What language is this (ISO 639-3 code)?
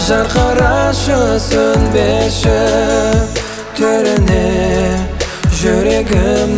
kaz